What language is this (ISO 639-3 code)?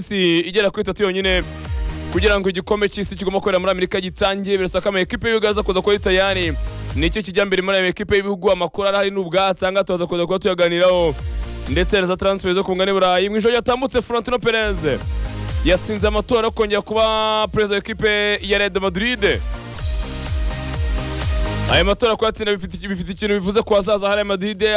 kin